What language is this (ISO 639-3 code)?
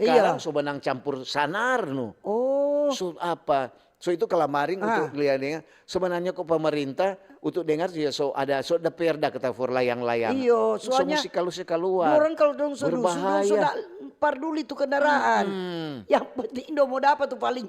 xmm